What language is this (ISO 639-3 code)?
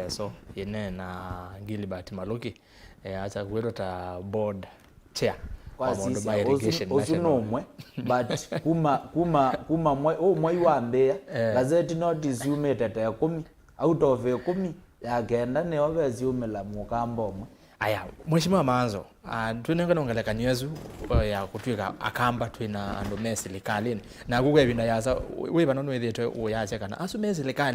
kam